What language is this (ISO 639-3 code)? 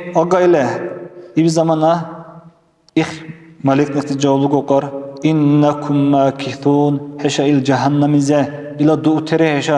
dar